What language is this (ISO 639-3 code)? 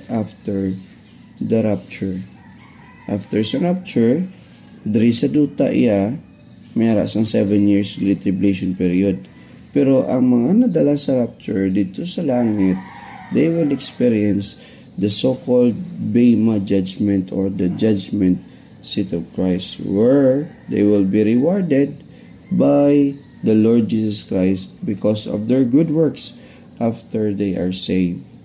hil